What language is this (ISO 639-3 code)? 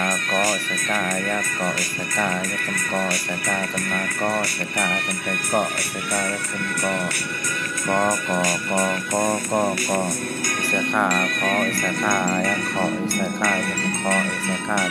shn